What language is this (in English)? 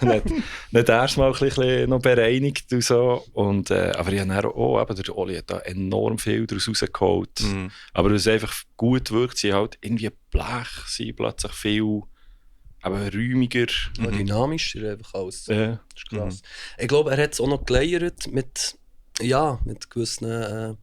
Swiss German